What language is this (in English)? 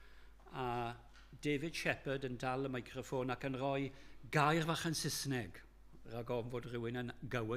Welsh